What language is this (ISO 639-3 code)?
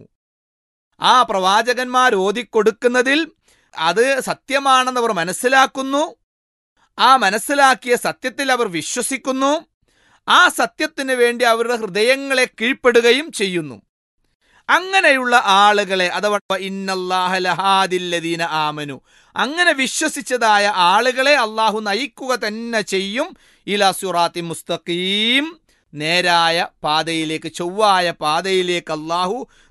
mal